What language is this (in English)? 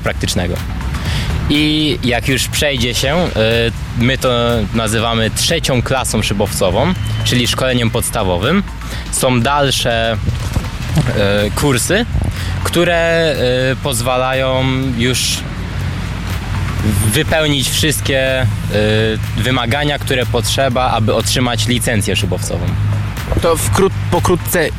Polish